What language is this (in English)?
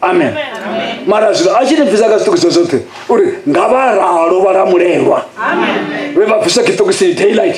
Venda